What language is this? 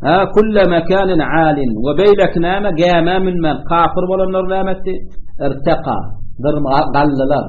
Turkmen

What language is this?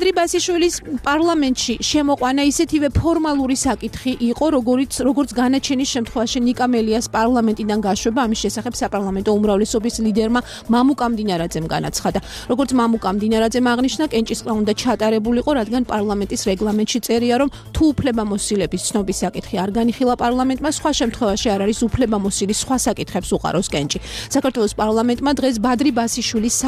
Georgian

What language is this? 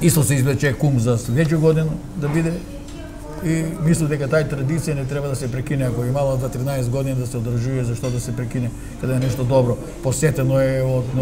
Macedonian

